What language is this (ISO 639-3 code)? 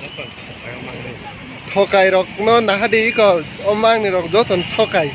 trp